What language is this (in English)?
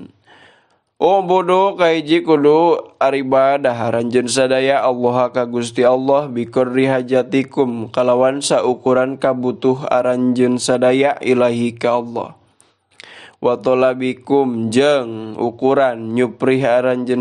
Sundanese